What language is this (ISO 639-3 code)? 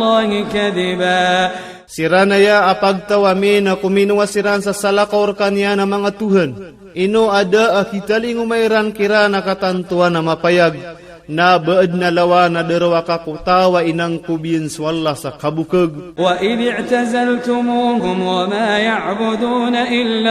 ilp